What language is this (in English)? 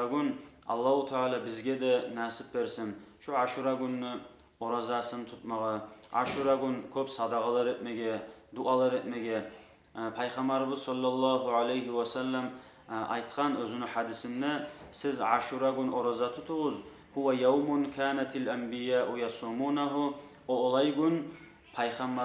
Kumyk